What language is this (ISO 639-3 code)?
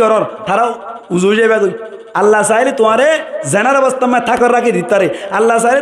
rhg